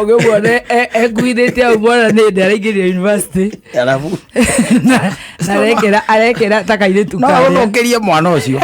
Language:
Kikuyu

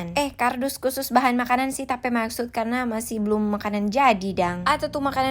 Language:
Manado Malay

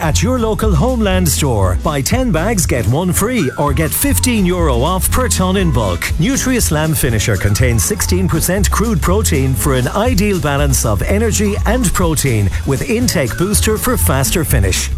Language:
English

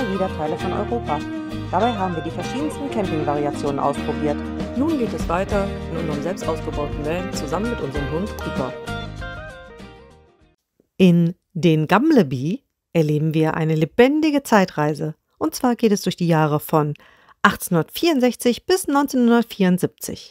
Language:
German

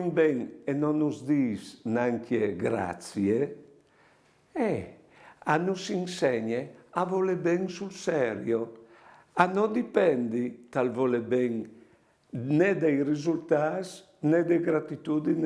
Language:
Friulian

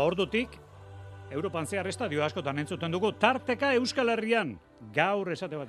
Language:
Basque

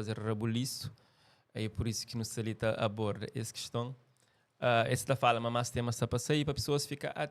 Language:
Kabuverdianu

